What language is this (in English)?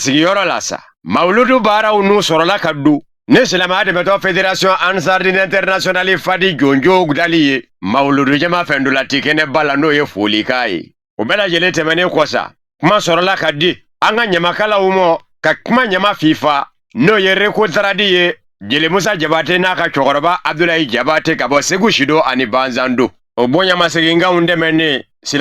Bambara